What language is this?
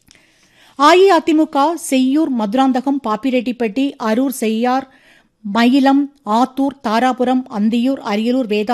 Tamil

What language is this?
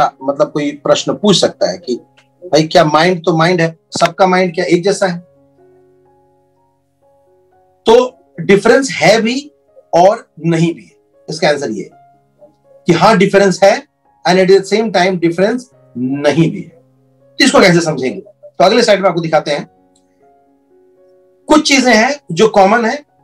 Hindi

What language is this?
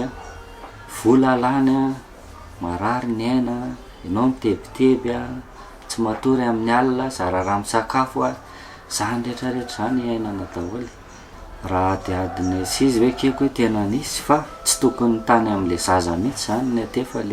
Malagasy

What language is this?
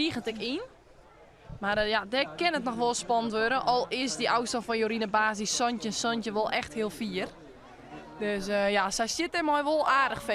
Western Frisian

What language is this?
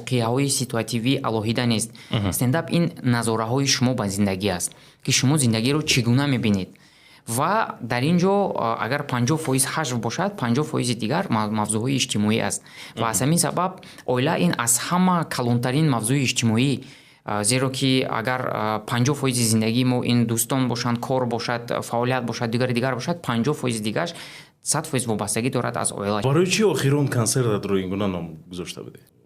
Tajik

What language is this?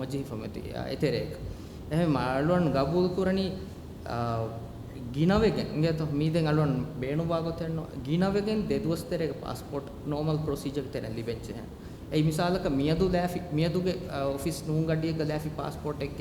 Divehi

